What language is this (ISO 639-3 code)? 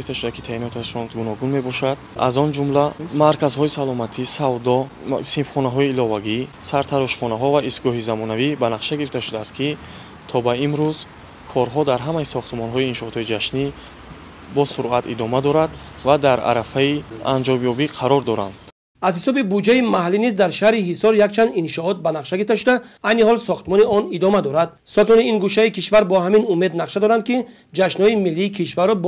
tgk